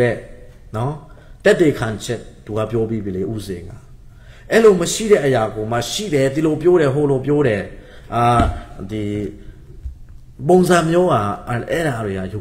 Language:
Burmese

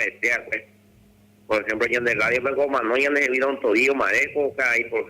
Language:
Guarani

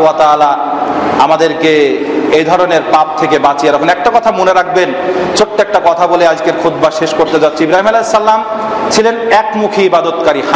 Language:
Bangla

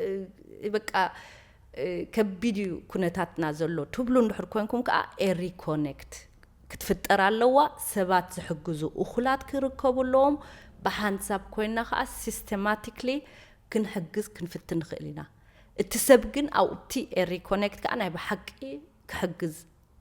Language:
Tigrinya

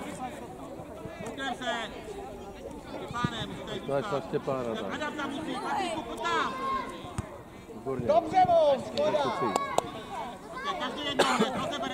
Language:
Czech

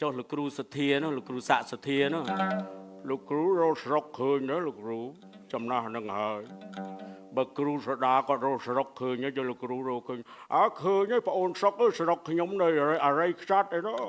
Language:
Khmer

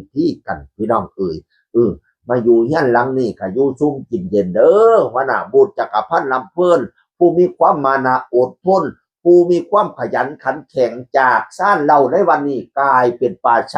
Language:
Northeastern Thai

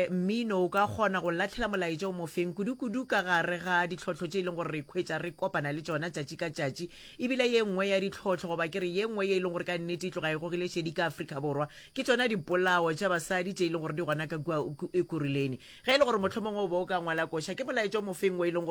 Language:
Northern Sotho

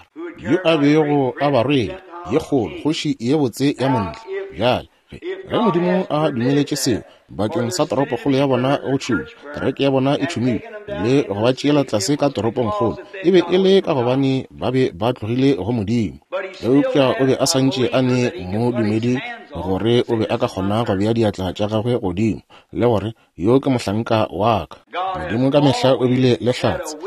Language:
Northern Sotho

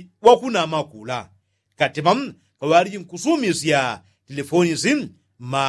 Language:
Yao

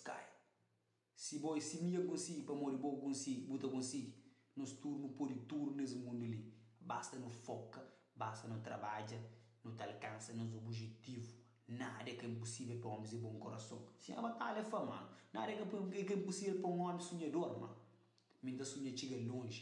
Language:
Kabuverdianu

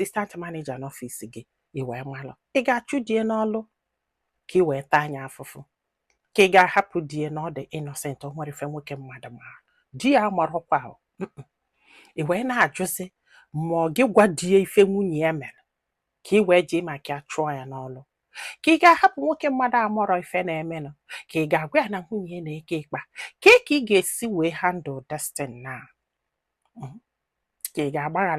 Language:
Igbo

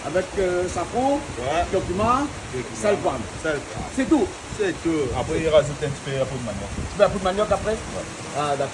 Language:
Réunion Creole French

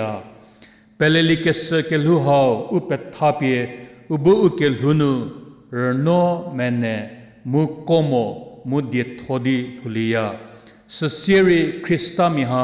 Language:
Angami Naga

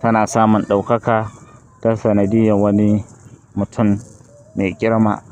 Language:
Hausa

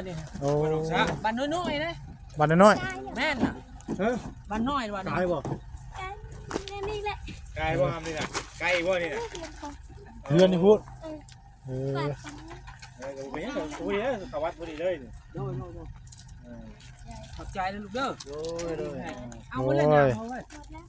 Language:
Northeastern Thai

